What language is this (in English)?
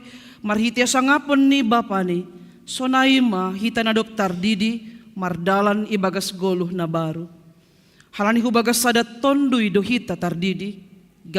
Batak Simalungun